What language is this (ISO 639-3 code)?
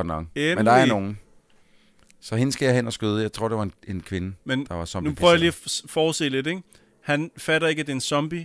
dan